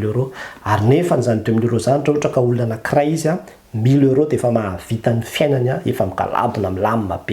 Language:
Malagasy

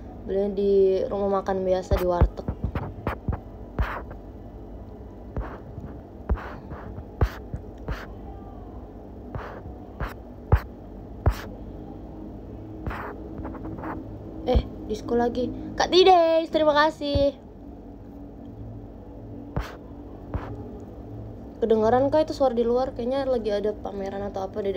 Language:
Indonesian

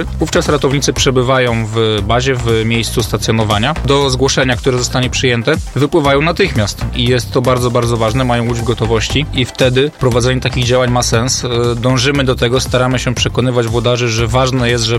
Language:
Polish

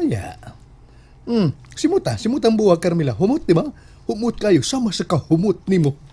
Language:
Cebuano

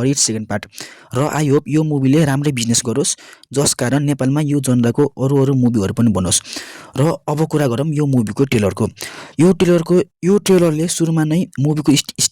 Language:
Nepali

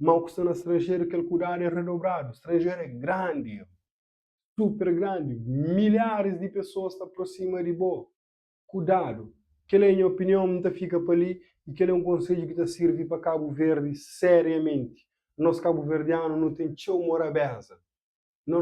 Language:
Kabuverdianu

